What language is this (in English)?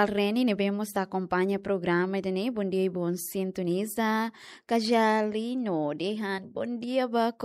Tetum